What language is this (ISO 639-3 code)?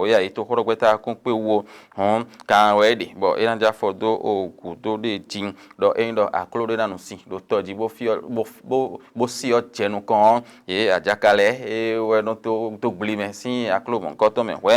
fon